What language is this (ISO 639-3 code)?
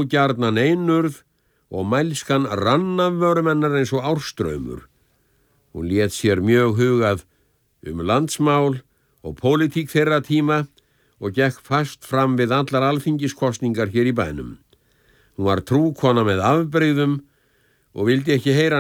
isl